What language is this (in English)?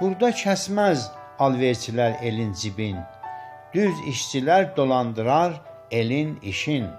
South Azerbaijani